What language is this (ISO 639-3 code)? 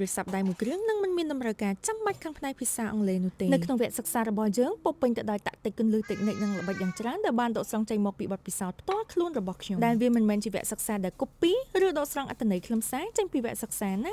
khm